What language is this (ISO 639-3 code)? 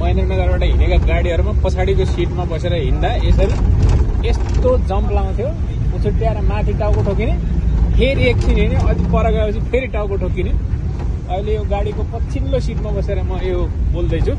nep